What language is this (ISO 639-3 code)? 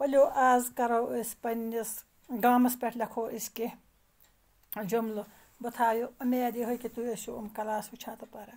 kas